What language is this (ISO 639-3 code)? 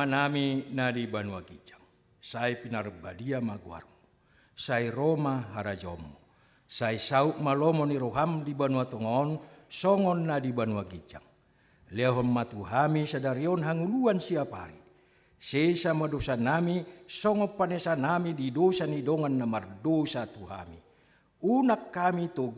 bbc